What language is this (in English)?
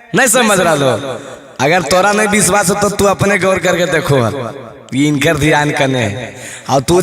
Magahi